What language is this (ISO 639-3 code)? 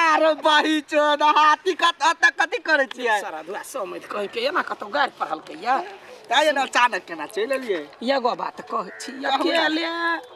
mai